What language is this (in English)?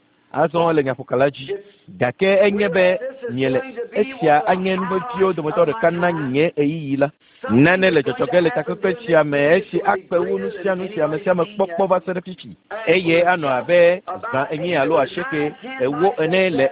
Ewe